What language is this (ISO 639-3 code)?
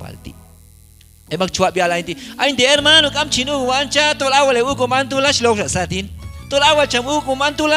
kjb